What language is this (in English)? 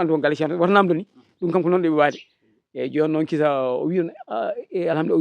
Fula